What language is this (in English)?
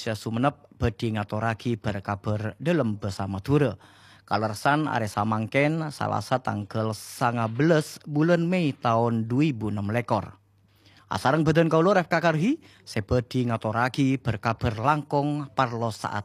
Madurese